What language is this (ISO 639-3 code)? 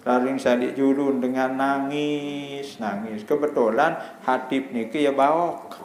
sas